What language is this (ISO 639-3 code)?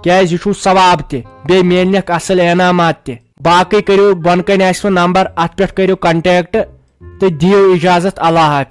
kas